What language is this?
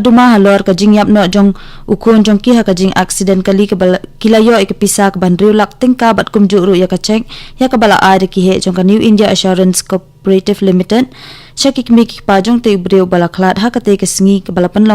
Khasi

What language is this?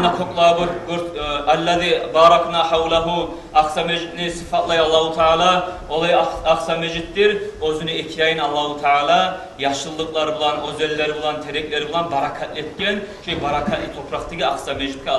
Kumyk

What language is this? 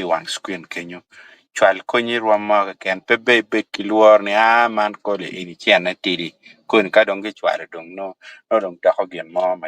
Acoli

